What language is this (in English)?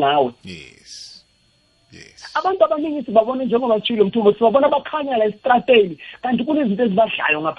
South Ndebele